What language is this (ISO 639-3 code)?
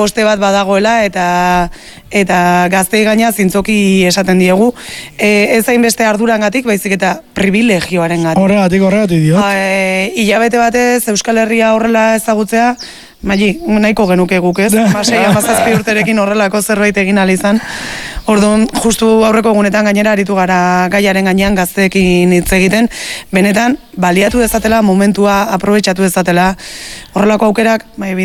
eus